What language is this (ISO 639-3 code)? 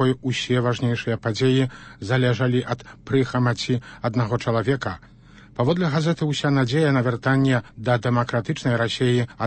bel